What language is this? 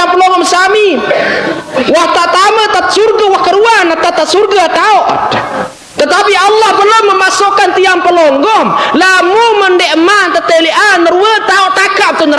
Sasak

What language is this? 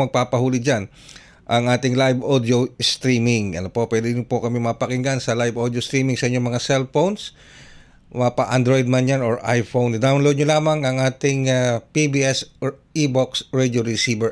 Filipino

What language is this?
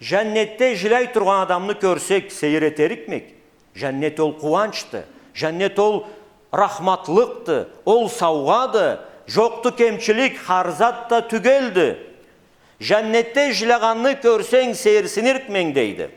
Karachay-Balkar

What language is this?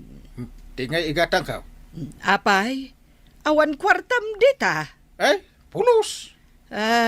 Iloko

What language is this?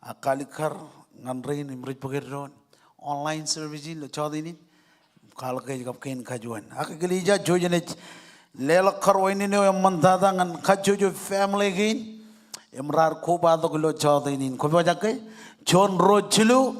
Marshallese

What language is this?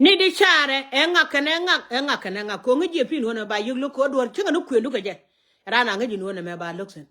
Nuer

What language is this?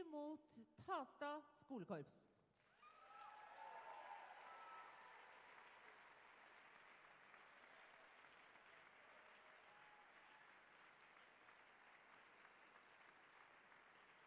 Norwegian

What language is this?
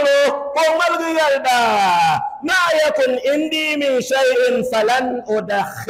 Dagbani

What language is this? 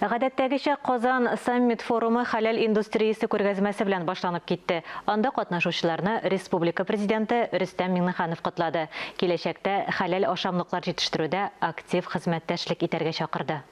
Tatar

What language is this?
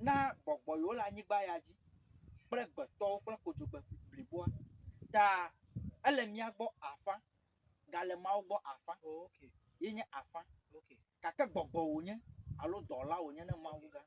Ewe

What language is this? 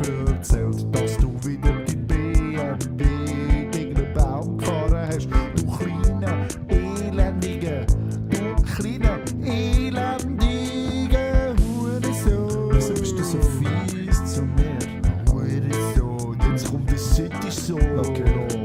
Swiss German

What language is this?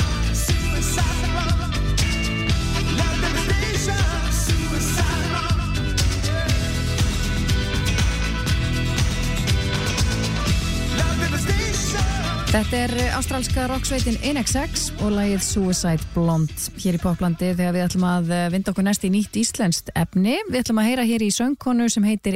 Icelandic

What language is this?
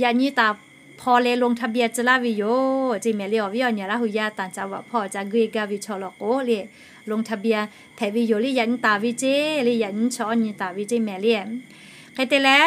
Lahu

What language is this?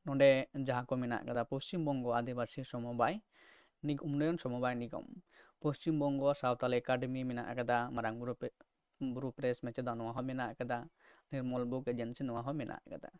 Santali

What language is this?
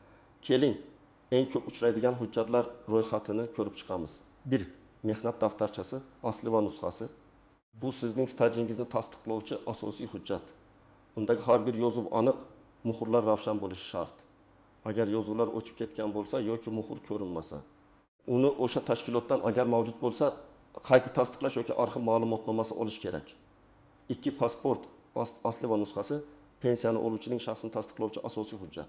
Uzbek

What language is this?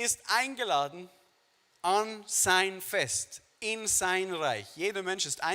Swiss German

